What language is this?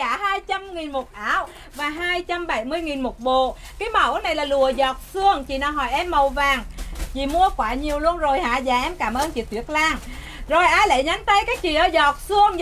Vietnamese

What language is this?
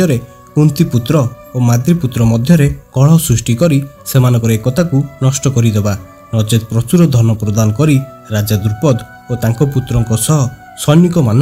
Odia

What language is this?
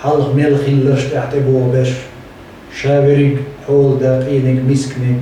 Chechen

